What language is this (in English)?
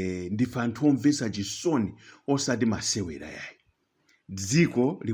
Nyanja